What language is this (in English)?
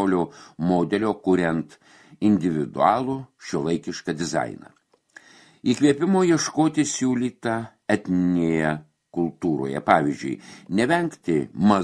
Lithuanian